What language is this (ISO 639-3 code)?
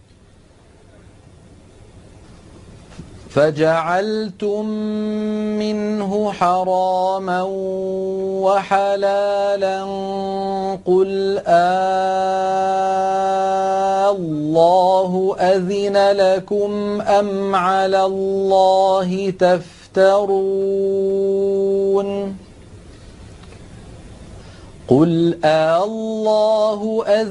ara